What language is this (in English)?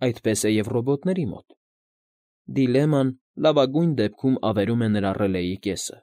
Armenian